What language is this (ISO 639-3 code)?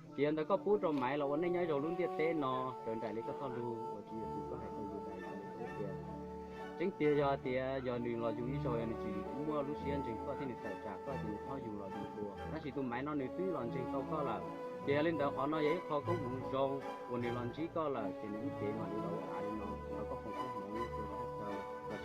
hmn